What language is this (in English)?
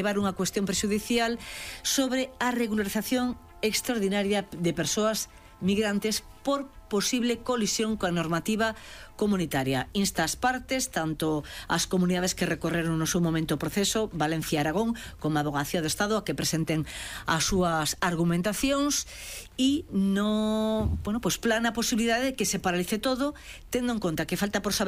Galician